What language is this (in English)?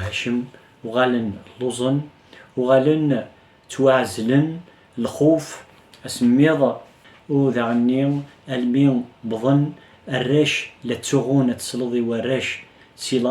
Kabyle